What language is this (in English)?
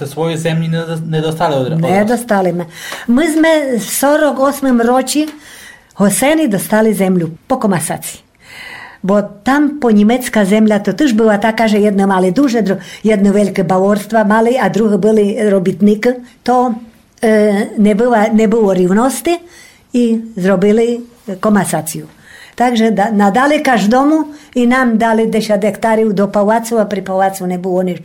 Rusyn